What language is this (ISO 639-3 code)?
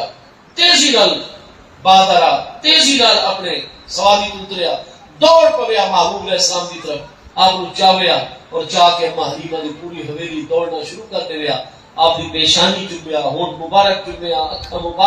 skr